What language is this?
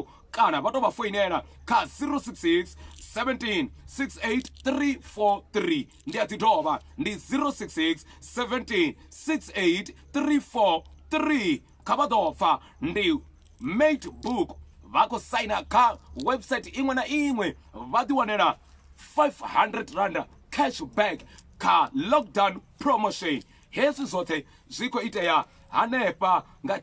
Venda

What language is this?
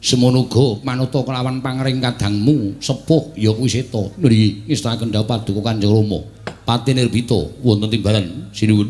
Javanese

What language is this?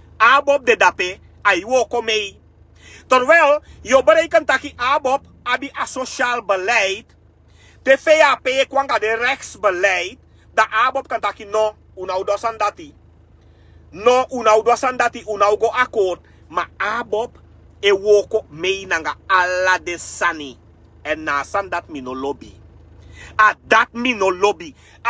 Sranan Tongo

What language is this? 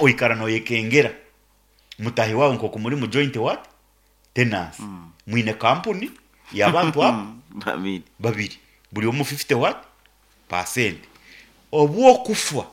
Nyankole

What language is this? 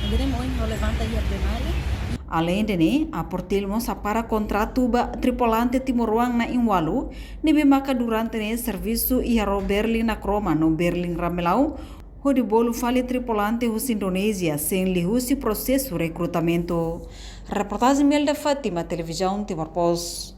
Tetum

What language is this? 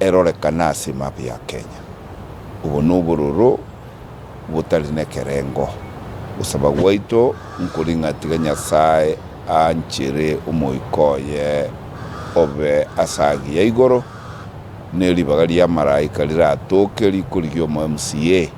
Gusii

